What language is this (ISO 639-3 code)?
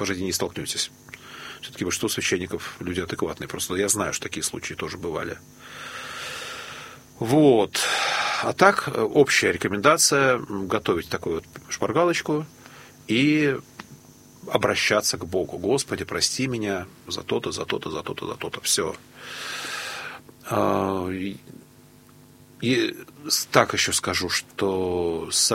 rus